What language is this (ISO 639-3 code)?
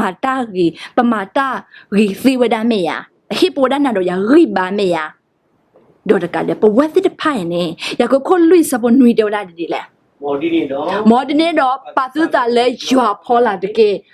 ksw